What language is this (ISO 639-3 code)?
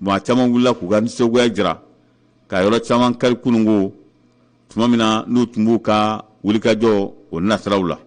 bam